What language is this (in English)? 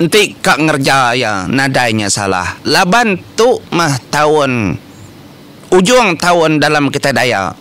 Iban